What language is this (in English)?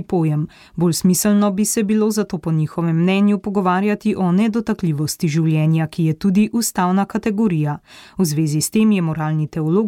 Slovenian